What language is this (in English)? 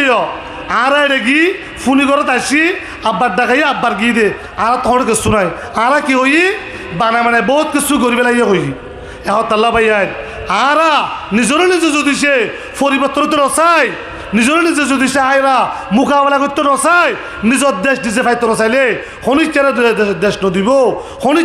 Rohingya